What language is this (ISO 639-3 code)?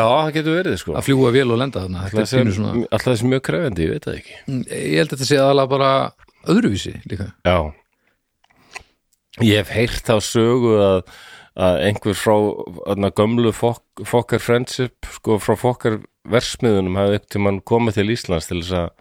isl